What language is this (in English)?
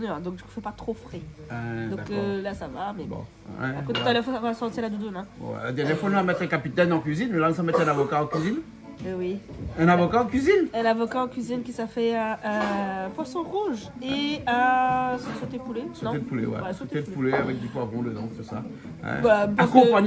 Réunion Creole French